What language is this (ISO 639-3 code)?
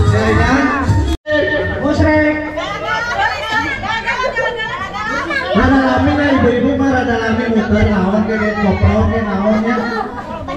sun